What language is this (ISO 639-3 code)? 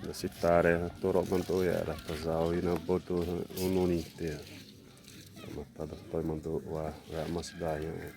xav